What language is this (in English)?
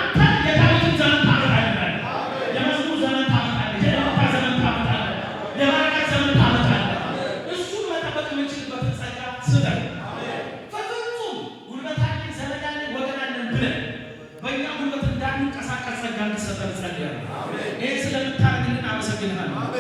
Amharic